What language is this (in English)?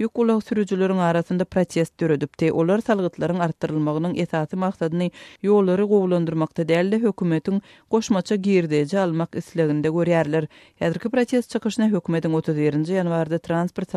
Turkmen